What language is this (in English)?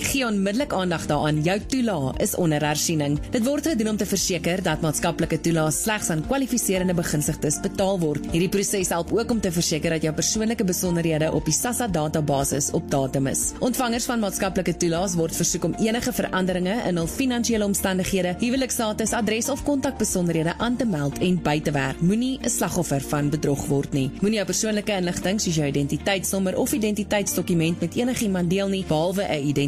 Afrikaans